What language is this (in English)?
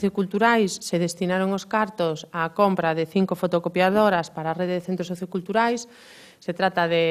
Galician